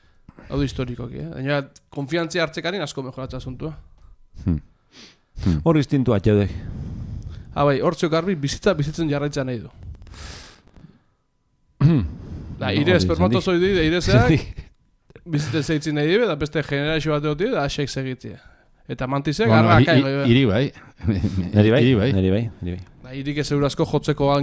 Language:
Basque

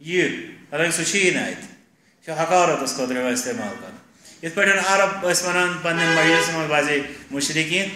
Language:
Kashmiri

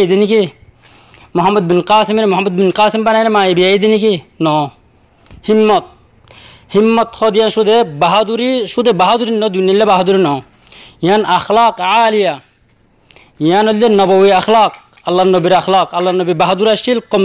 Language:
Rohingya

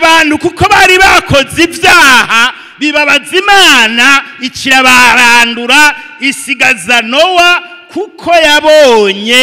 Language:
Rundi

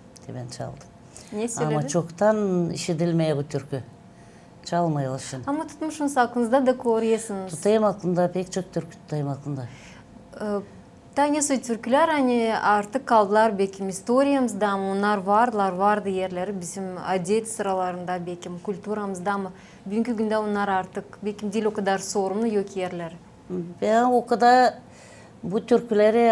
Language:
Gagauz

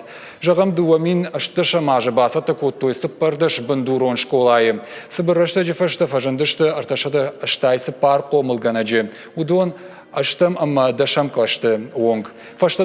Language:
Ossetic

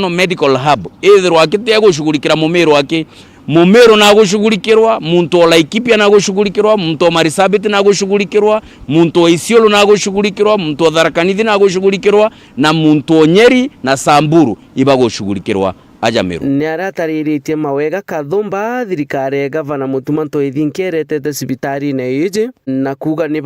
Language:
Meru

